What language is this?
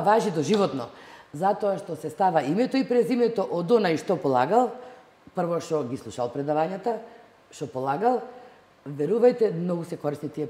Macedonian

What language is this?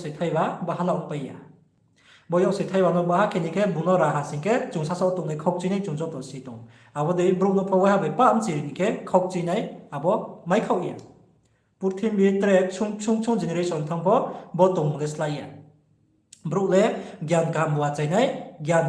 Riang (India)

